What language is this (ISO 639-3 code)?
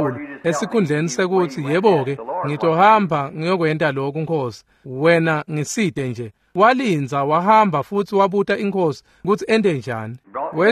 ssw